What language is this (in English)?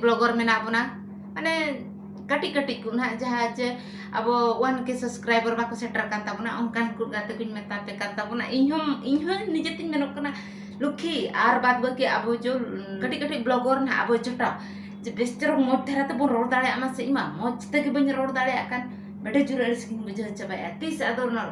Santali